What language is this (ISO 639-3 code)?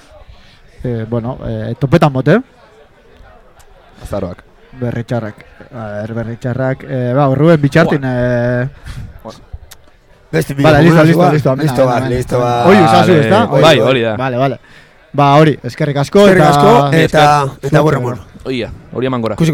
eus